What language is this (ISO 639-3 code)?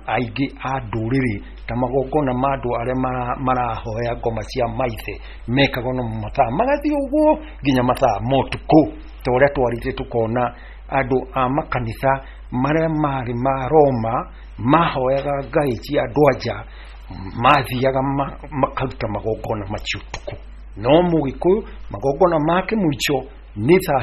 kik